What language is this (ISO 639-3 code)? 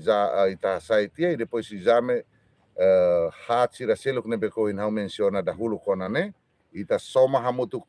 tet